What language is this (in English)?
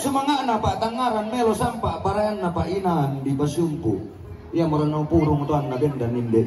Toraja-Sa'dan